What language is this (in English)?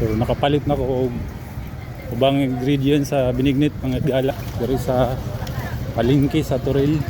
Cebuano